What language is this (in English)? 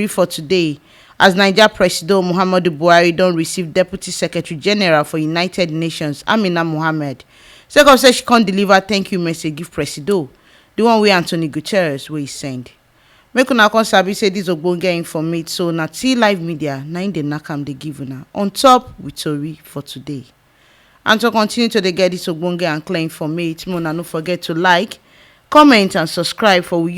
Nigerian Pidgin